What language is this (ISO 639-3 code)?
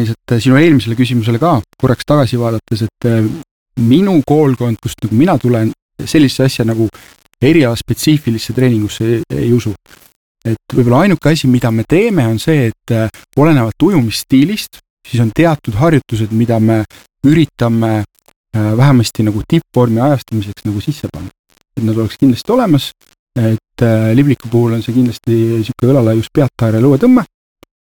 est